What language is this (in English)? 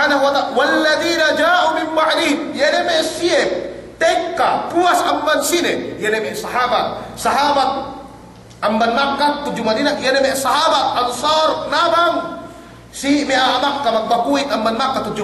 Yakan